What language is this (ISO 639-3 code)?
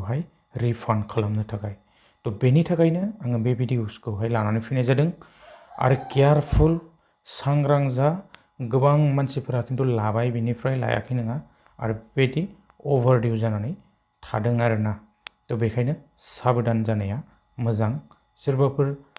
brx